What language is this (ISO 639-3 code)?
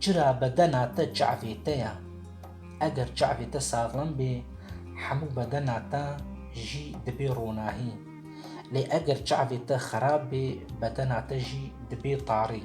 kur